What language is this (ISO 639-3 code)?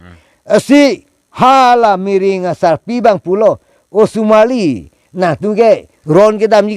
mjw